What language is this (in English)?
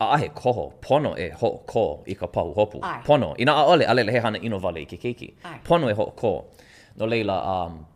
Hawaiian